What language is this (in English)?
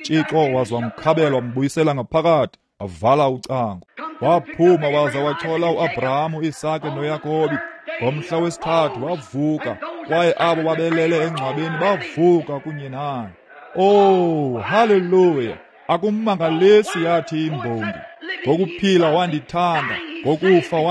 Xhosa